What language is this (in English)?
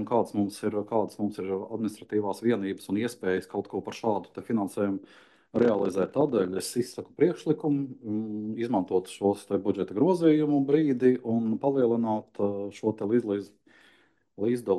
Latvian